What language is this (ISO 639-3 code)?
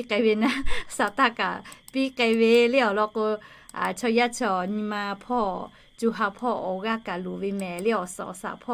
lhu